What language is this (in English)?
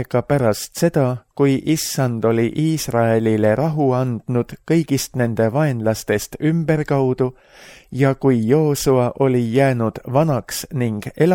Estonian